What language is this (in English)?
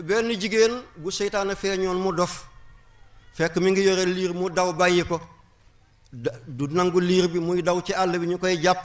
Wolof